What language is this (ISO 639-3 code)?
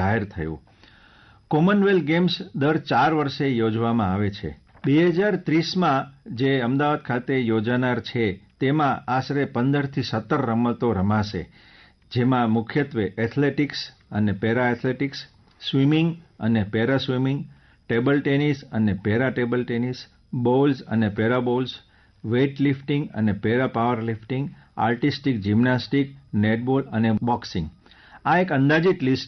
guj